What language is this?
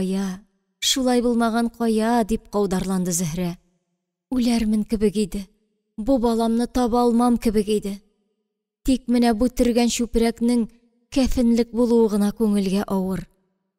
Tatar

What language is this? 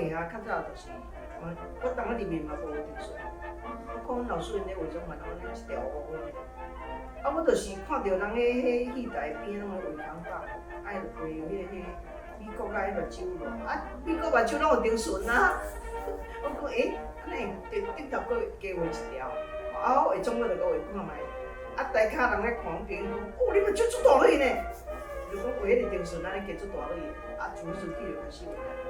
Min Nan Chinese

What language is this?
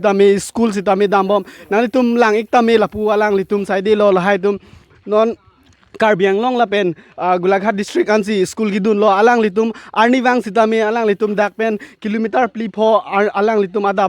Karbi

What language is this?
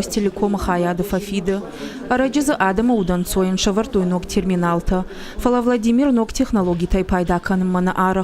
Ossetic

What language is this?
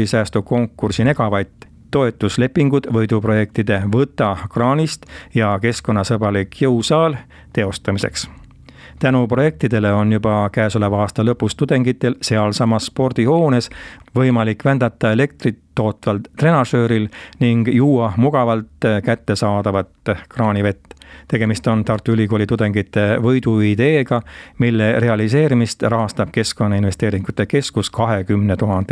Estonian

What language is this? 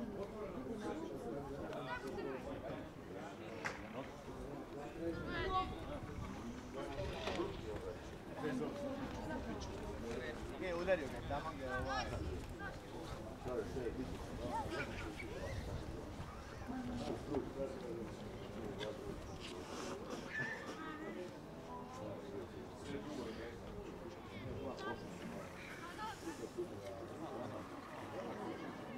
Croatian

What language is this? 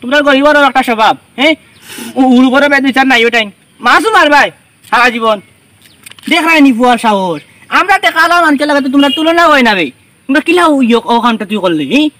Sylheti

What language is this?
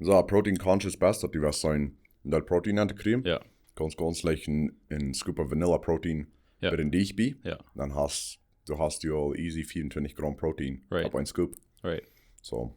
Plautdietsch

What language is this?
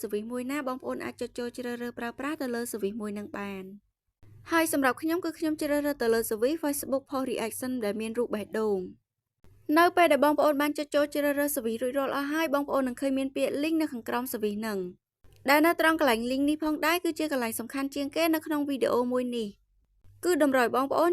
Khmer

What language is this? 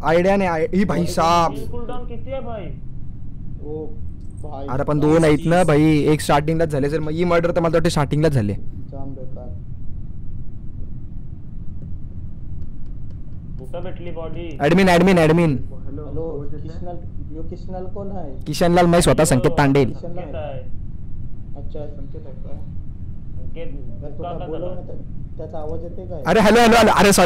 Marathi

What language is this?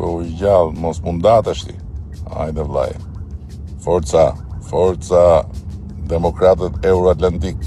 Albanian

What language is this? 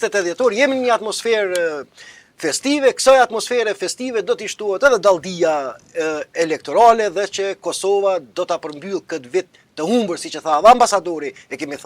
Albanian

